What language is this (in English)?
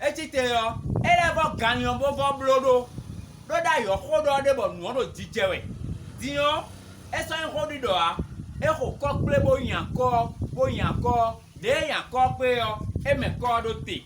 Fon